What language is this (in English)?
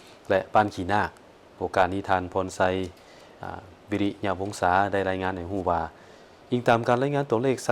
Lao